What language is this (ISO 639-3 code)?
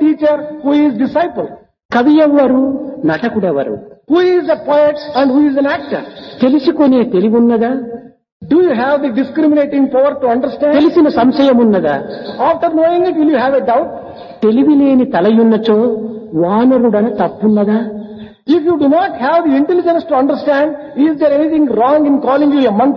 tel